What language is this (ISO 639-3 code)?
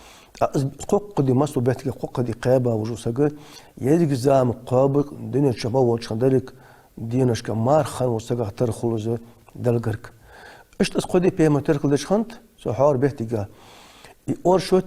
inh